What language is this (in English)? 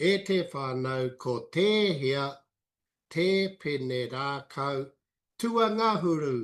Māori